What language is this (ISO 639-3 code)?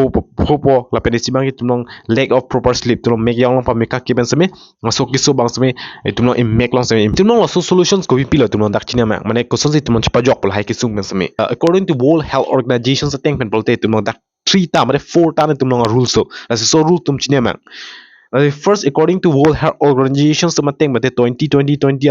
mjw